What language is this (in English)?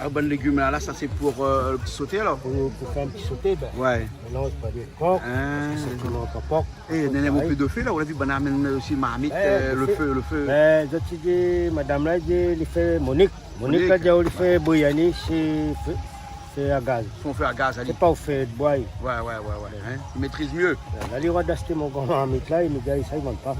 Réunion Creole French